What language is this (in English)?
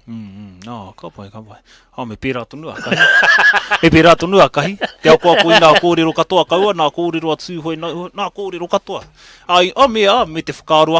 Māori